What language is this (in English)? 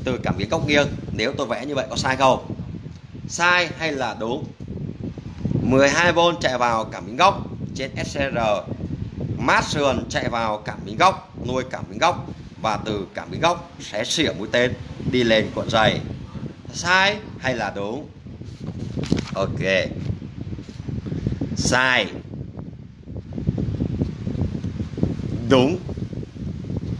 Vietnamese